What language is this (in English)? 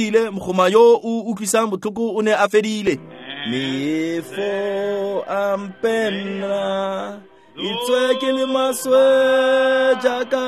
Tswana